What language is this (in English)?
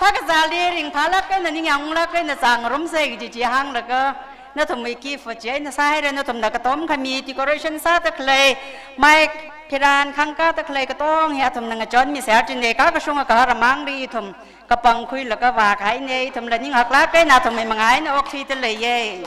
Tangkhul Naga (India)